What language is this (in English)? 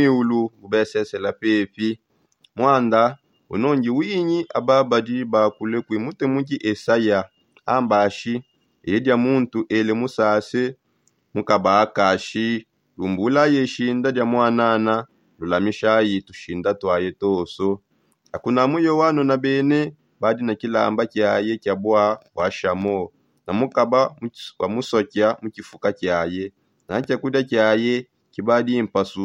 Songe